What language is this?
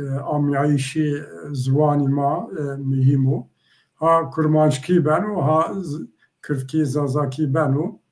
Zaza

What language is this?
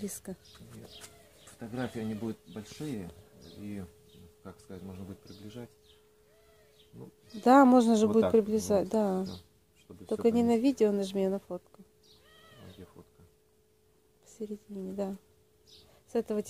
Russian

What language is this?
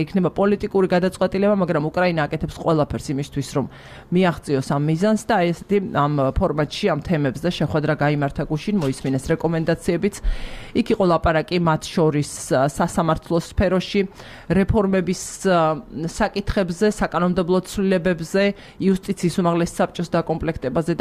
Georgian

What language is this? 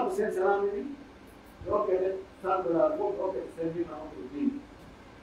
Pular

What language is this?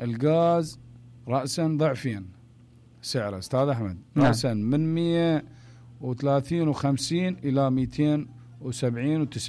Mesopotamian Arabic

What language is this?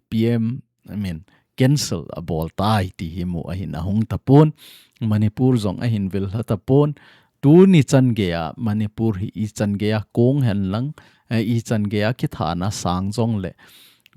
Thado Chin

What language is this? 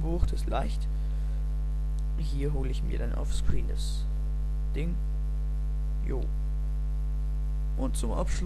German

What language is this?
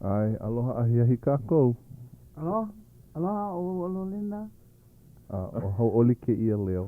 Hawaiian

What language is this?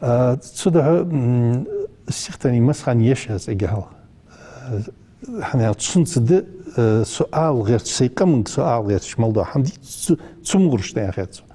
Ingush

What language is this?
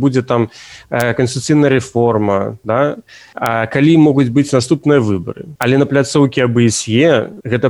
Belarusian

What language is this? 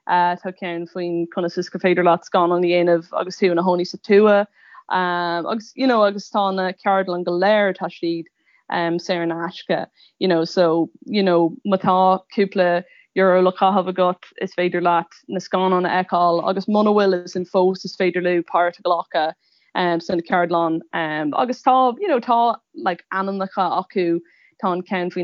Irish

